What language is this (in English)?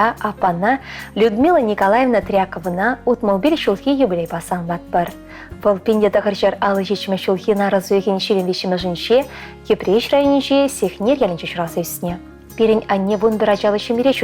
Chuvash